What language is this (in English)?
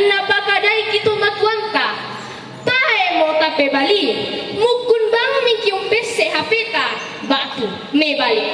Toraja-Sa'dan